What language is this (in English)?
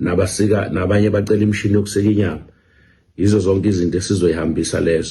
Zulu